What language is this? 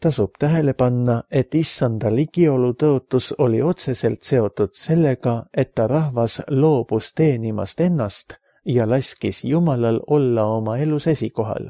Estonian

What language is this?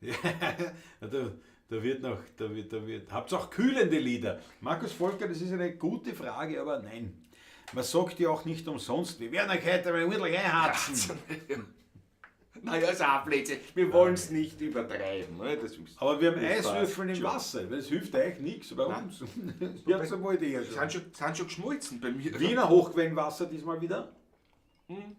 Bavarian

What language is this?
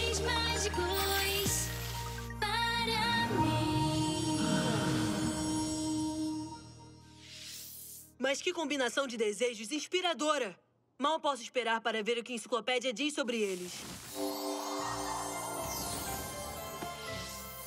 Portuguese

